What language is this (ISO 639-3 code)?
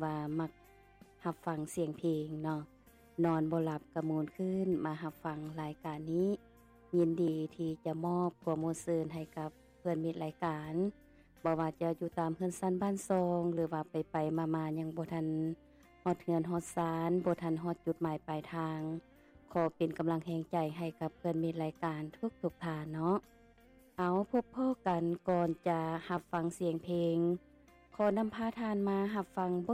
lao